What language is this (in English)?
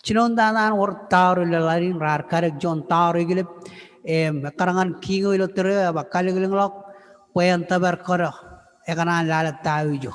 Marshallese